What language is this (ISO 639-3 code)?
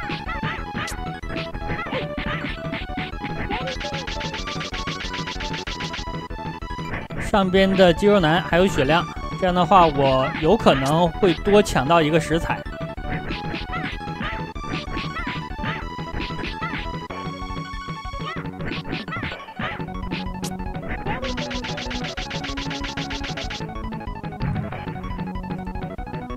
zho